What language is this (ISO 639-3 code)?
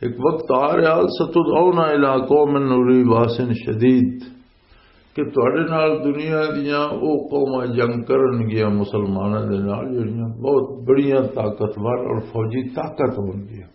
lah